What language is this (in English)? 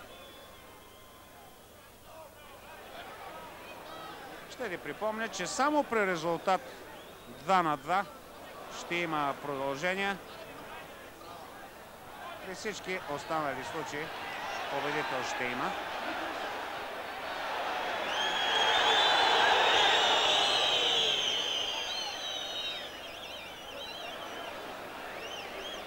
Bulgarian